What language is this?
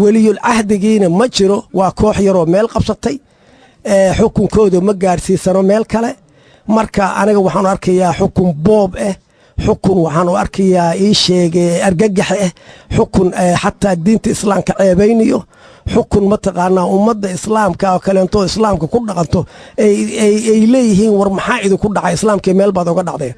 Somali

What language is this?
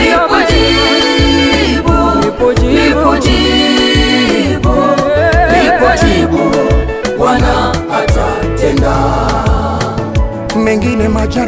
Swahili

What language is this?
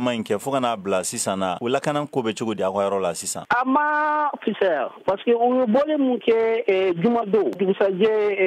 Bambara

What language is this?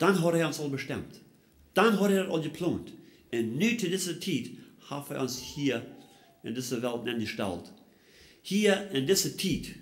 Plautdietsch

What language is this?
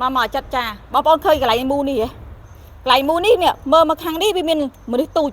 Khmer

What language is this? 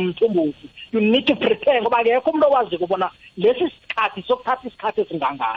South Ndebele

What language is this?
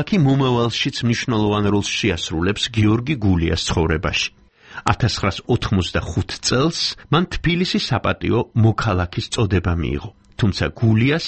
Georgian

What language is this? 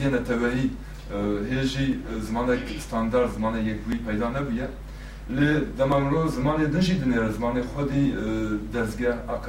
Kurdish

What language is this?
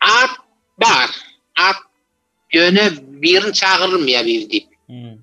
Turkmen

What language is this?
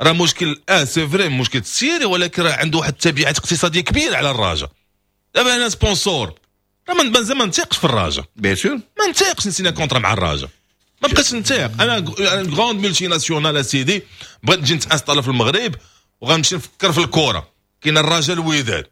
Moroccan Arabic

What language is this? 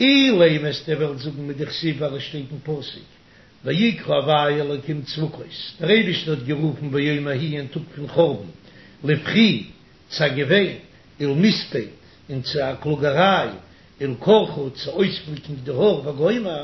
Yiddish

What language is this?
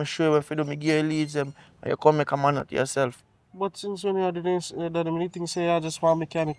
Jamaican Creole English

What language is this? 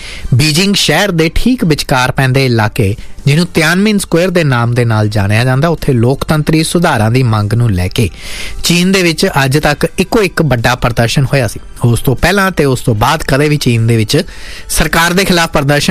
Punjabi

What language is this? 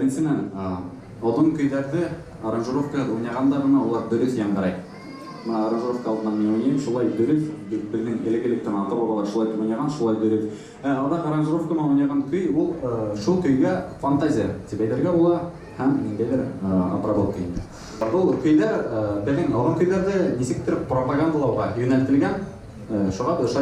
Bashkir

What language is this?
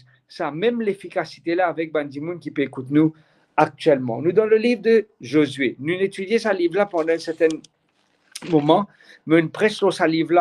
Morisyen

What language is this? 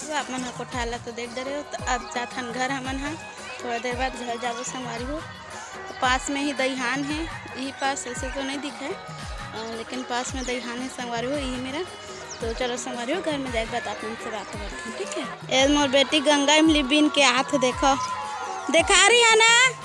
Chhattisgarhi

